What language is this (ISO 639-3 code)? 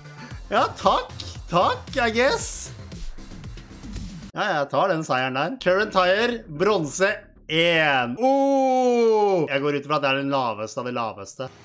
nor